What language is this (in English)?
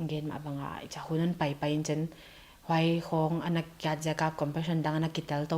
Paite Chin